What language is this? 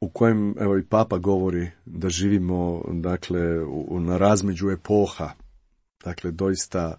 Croatian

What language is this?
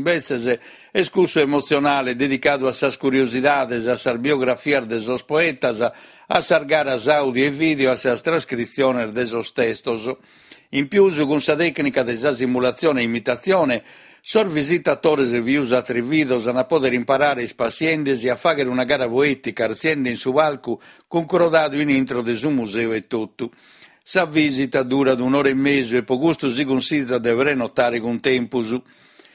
Sardinian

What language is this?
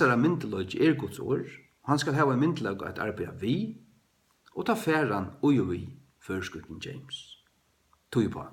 Faroese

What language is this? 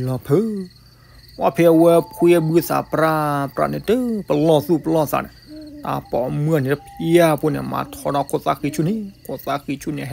S'gaw Karen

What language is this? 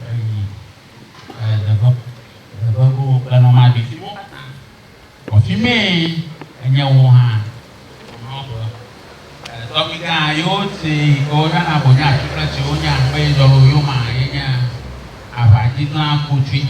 Ewe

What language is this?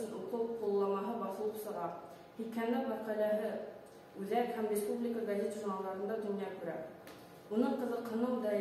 Bashkir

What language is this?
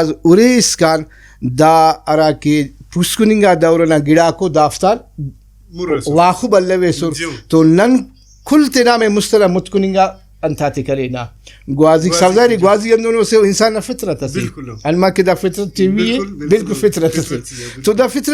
Brahui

